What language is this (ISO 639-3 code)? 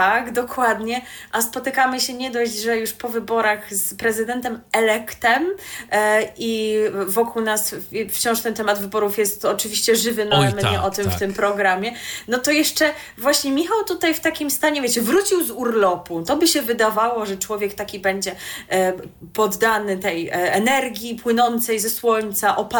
pol